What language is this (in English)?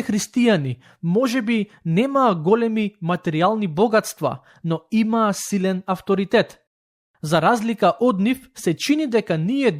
Macedonian